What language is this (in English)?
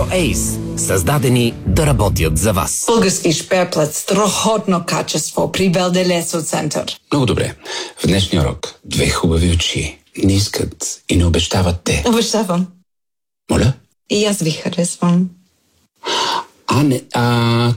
Bulgarian